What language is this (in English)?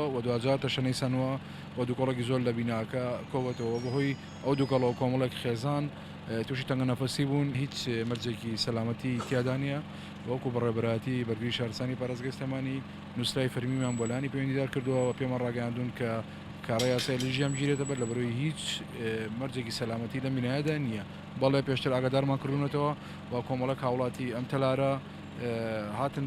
Central Kurdish